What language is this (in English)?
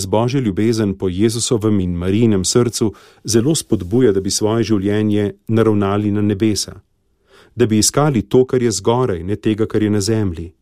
Slovenian